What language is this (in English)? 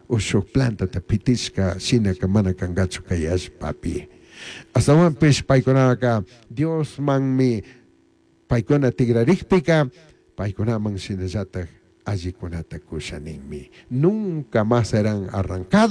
Chimborazo Highland Quichua